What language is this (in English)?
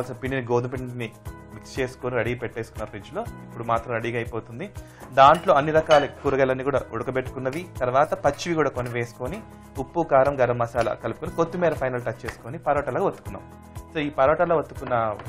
Telugu